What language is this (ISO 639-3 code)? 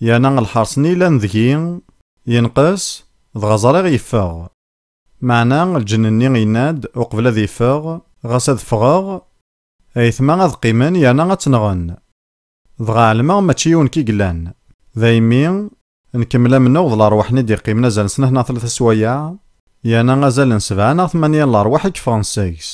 kab